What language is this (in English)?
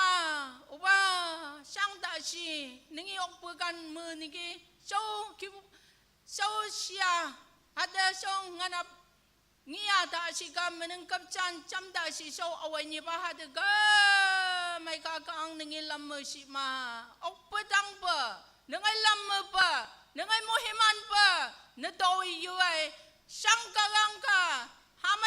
Naga Pidgin